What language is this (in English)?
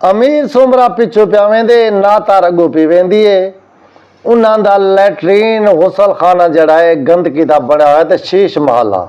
Saraiki